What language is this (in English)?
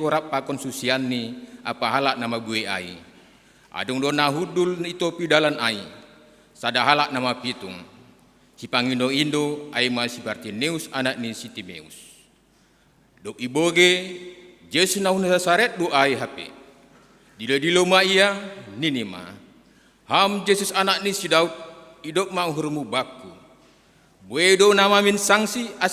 Batak Simalungun